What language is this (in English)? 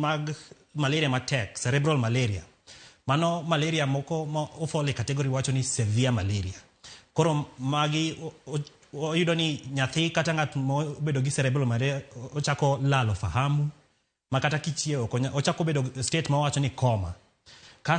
Luo (Kenya and Tanzania)